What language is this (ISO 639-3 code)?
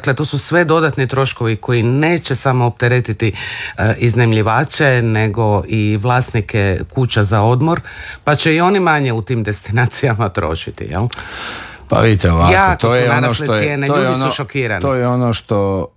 hrv